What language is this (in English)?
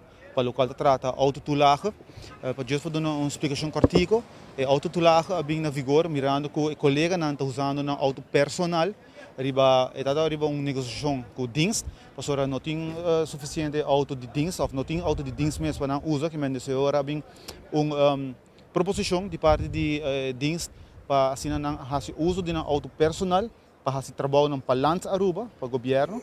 Papiamento